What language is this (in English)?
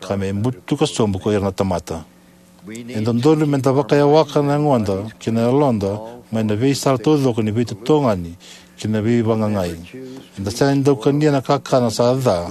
Fijian